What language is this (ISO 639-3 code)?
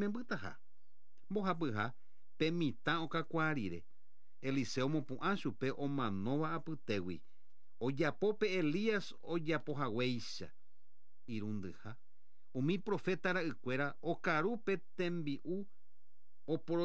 grn